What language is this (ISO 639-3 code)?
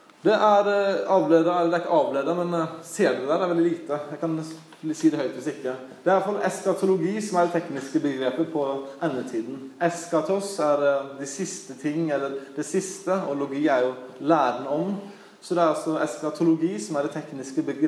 nor